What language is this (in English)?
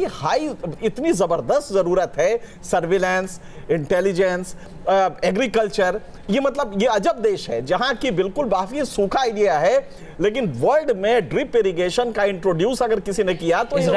Hindi